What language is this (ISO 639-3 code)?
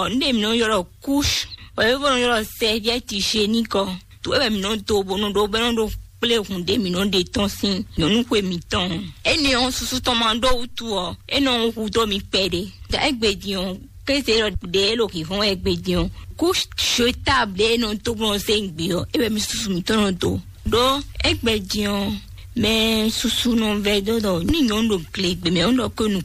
fon